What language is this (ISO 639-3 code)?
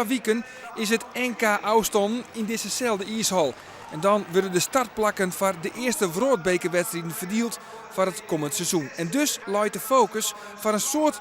fry